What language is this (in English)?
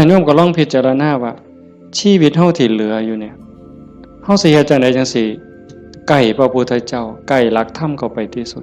Northeastern Thai